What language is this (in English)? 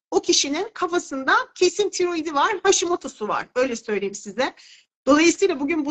Turkish